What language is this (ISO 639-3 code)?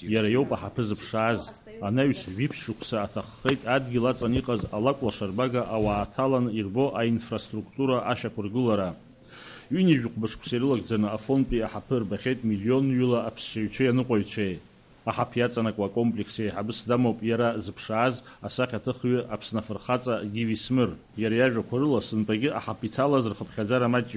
abk